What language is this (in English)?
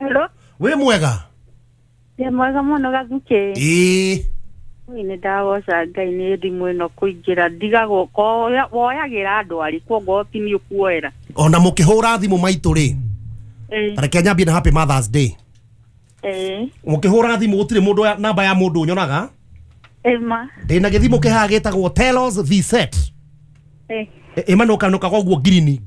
Kikuyu